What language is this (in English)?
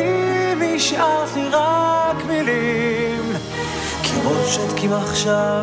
Hebrew